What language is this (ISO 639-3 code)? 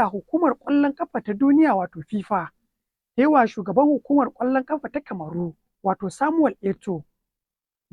hau